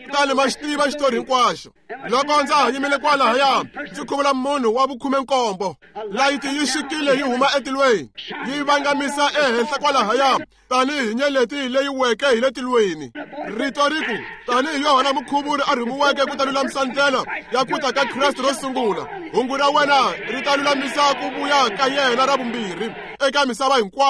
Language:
Tsonga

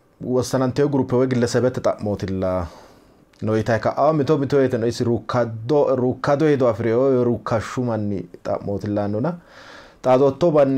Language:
Sidamo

